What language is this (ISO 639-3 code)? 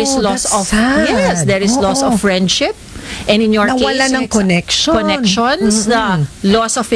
fil